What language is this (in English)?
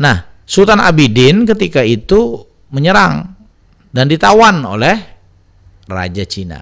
Banjar